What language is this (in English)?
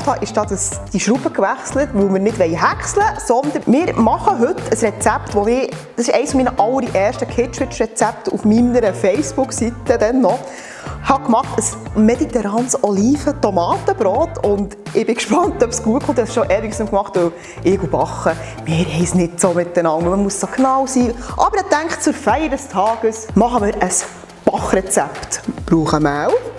Swiss German